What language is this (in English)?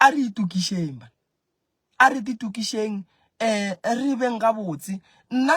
Northern Sotho